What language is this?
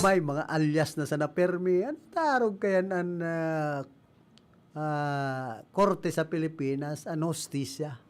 Bikol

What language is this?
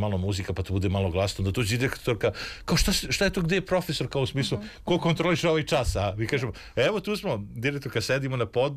Serbian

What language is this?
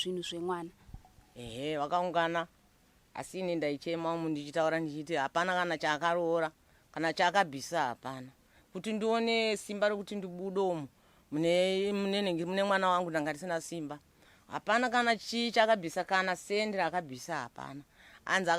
Shona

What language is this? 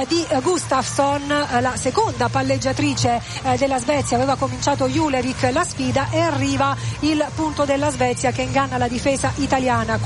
Italian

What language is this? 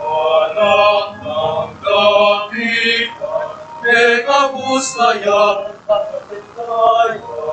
Pampanga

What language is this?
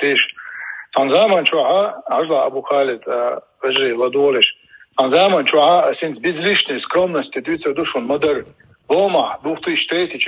Chechen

